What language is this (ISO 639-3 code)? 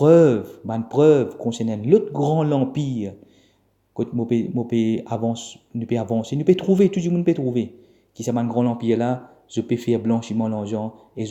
mfe